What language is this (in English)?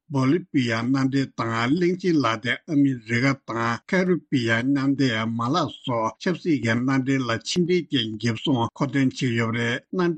Tibetan